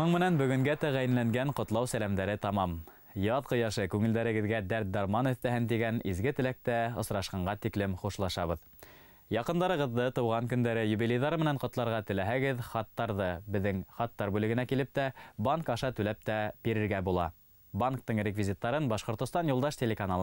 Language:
Bashkir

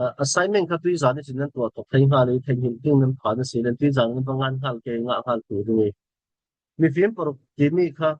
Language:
Falam Chin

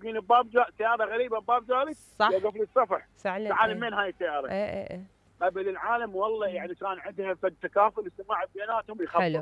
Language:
Mesopotamian Arabic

